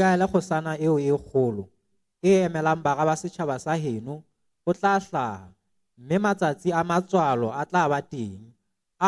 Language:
Southern Sotho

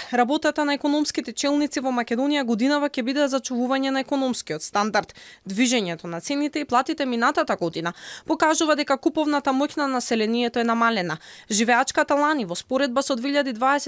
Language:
Macedonian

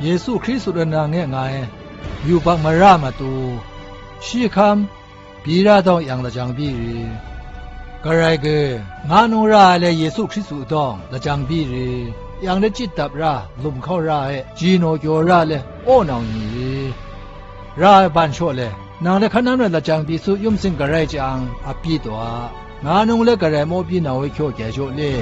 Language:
Zaiwa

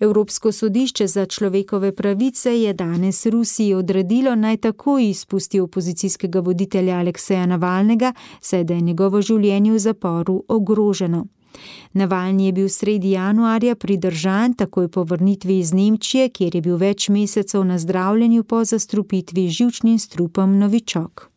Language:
Slovenian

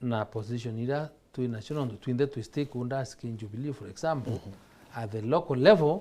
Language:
Meru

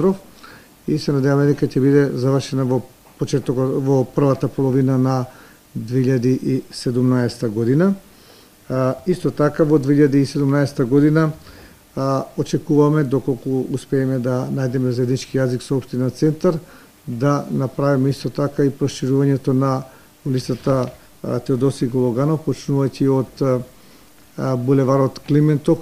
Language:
Macedonian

